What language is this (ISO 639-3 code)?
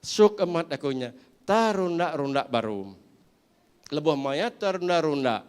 iba